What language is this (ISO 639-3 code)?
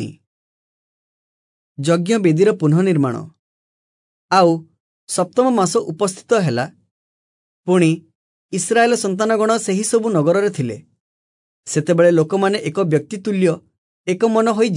ori